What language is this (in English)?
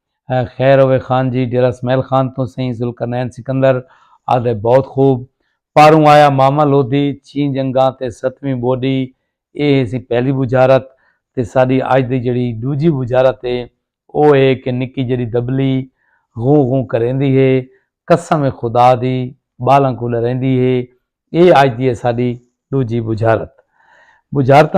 Saraiki